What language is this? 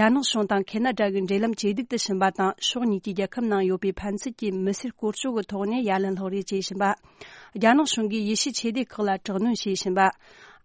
Tibetan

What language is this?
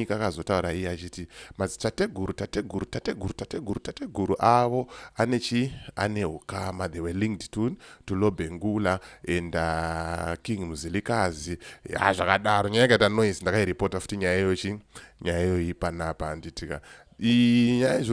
Shona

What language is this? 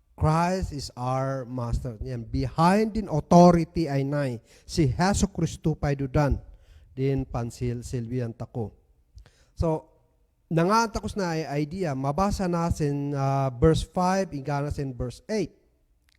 Kankanaey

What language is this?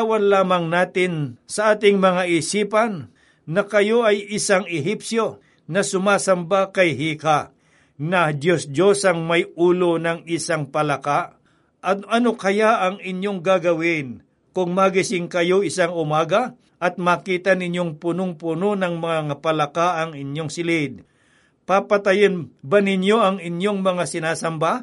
Filipino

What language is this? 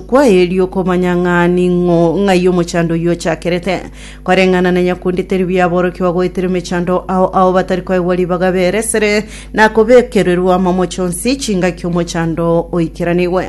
Gusii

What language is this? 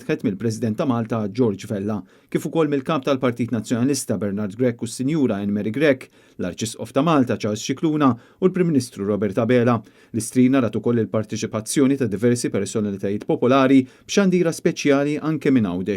Maltese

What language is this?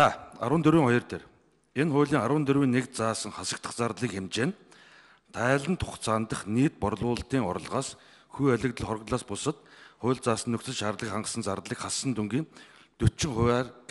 Mongolian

